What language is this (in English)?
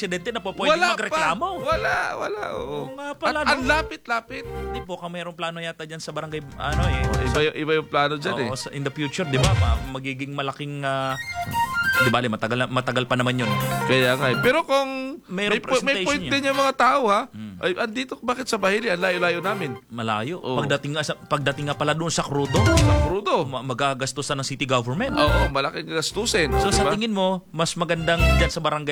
Filipino